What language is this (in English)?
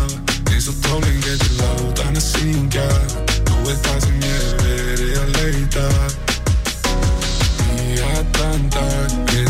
Icelandic